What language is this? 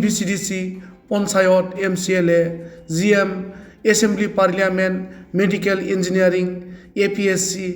Bodo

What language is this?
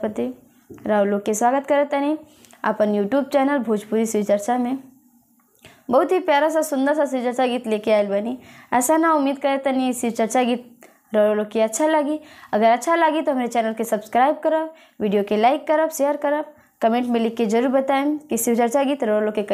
Bhojpuri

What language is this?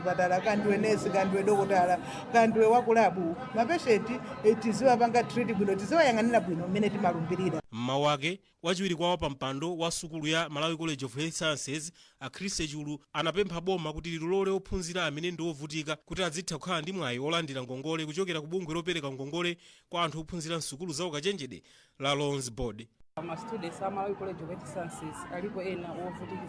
Nyanja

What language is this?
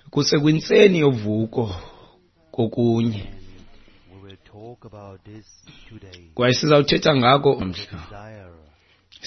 Xhosa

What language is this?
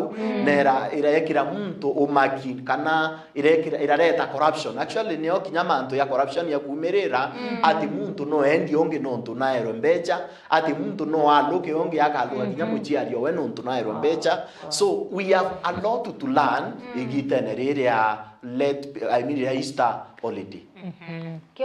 Meru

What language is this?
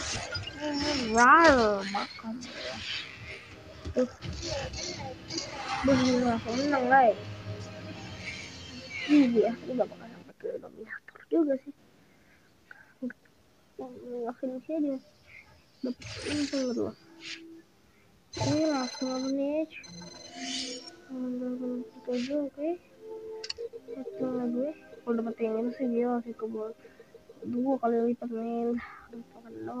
Indonesian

